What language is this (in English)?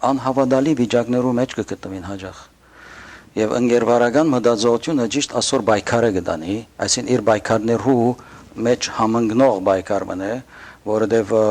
Western Armenian